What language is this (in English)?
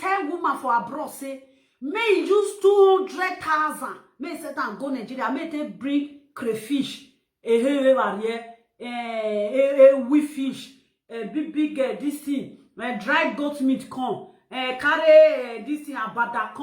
Nigerian Pidgin